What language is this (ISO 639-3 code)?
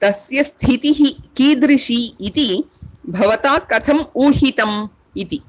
san